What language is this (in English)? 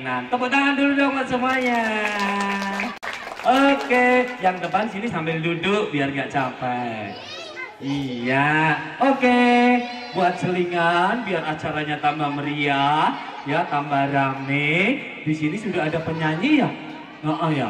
Indonesian